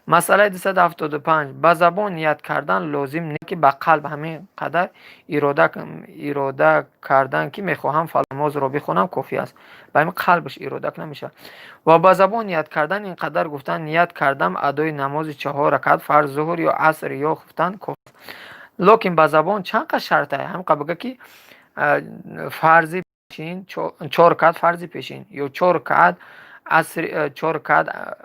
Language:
Tajik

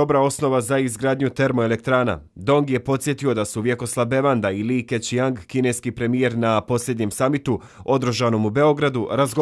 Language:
Bosnian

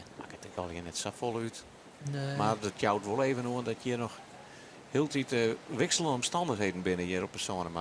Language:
Western Frisian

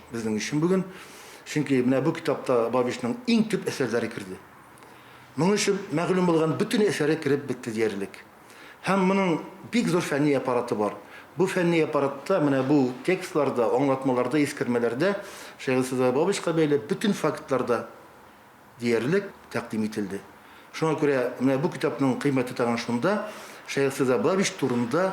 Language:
Tatar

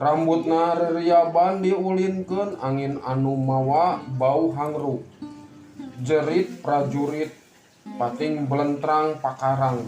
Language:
Sundanese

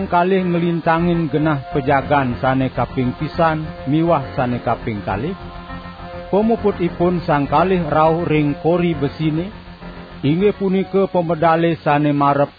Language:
Balinese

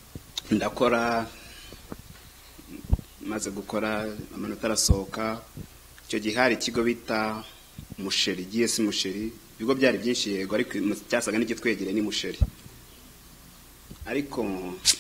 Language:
Kinyarwanda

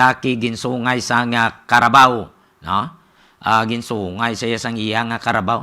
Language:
Hiligaynon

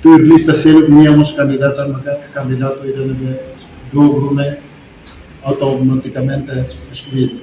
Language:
Tetum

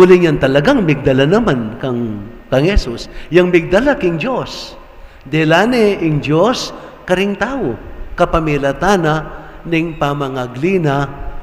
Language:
Pampanga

